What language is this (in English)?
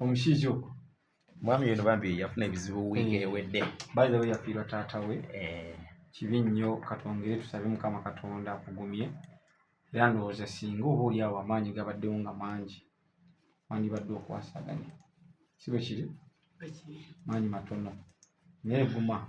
Ganda